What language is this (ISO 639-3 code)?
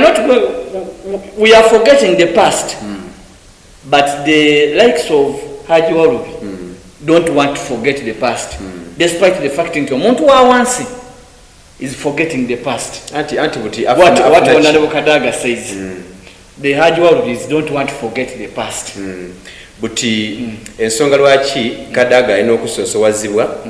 xog